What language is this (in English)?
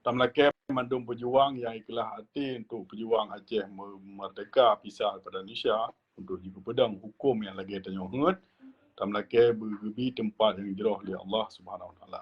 Achinese